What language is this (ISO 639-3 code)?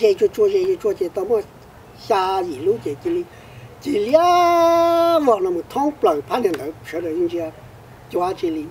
hmn